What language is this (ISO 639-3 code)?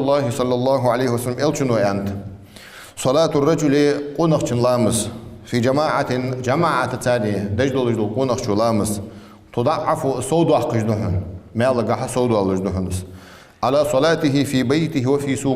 inh